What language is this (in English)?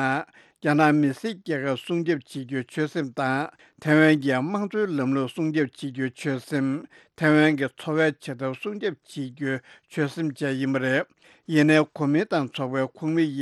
Tibetan